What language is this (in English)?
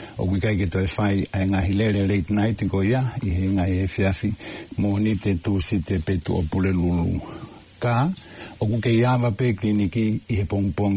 Tongan